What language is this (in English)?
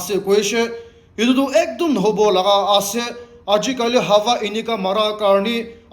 Naga Pidgin